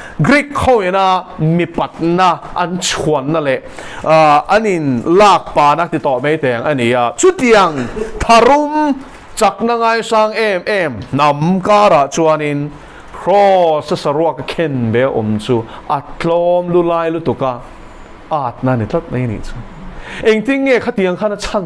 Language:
Mizo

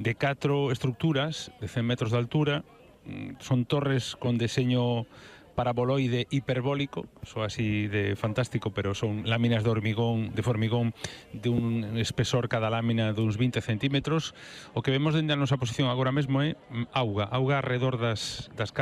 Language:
Galician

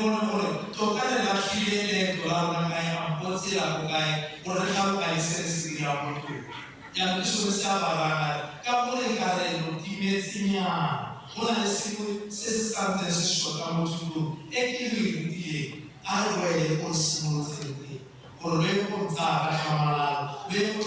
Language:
Tswana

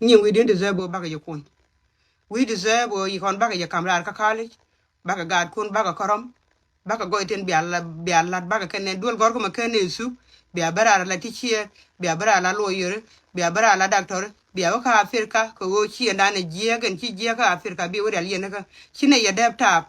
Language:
Nuer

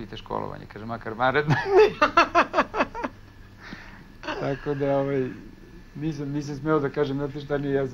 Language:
Serbian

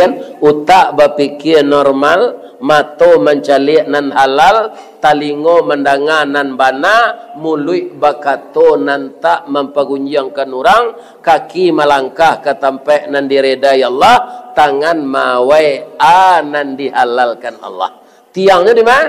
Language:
Minangkabau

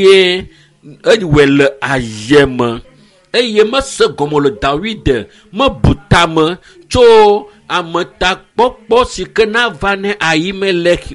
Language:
Ewe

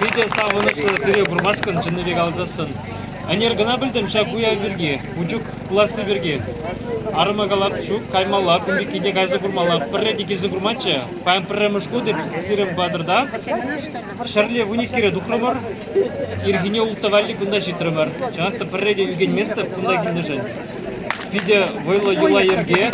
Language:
Chuvash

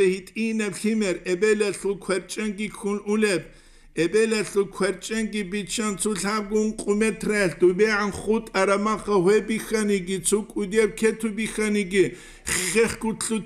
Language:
Avaric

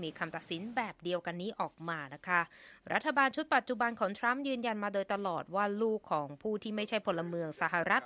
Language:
Thai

